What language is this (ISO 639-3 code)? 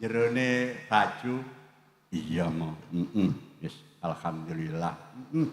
jav